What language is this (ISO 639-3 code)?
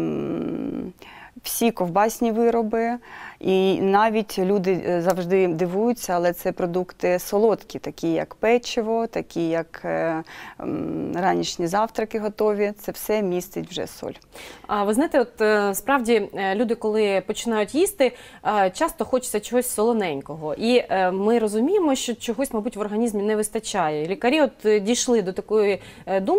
ukr